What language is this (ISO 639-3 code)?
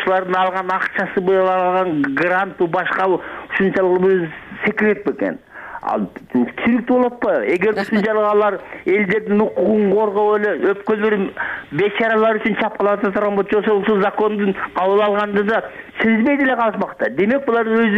kir